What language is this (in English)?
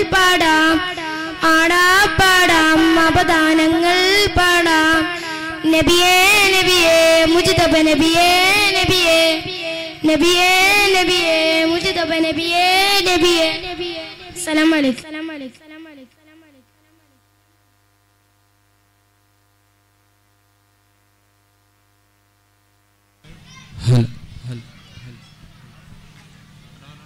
Malayalam